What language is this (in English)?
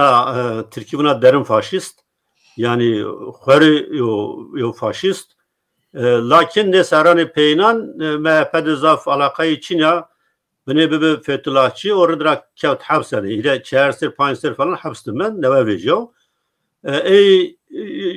Zaza